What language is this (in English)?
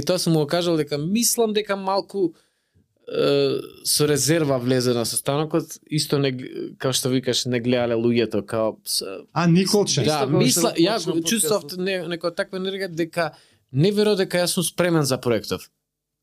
Macedonian